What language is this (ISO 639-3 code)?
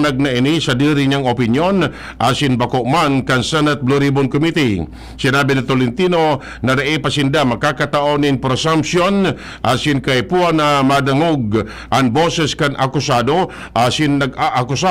bik